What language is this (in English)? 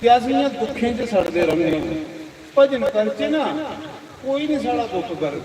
Dogri